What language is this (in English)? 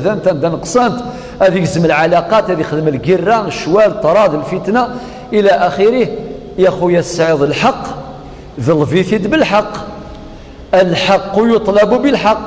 Kabyle